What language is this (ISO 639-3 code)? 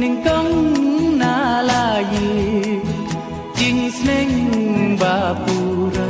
kha